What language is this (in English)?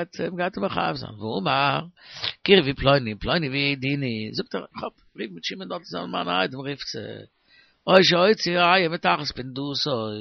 Yiddish